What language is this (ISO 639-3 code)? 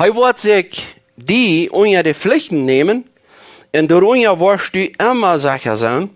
pdt